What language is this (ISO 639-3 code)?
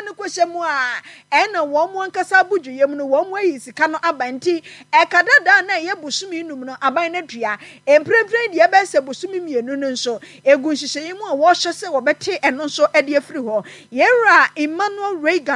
aka